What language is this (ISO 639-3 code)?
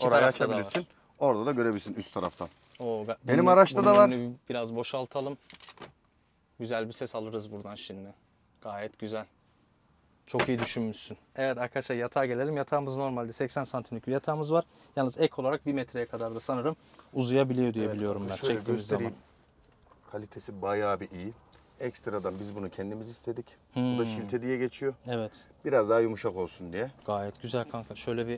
tur